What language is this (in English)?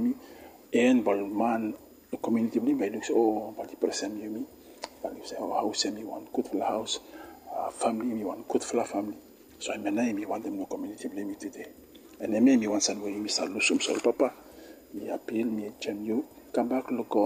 Bislama